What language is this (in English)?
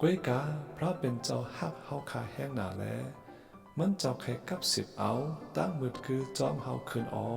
Shan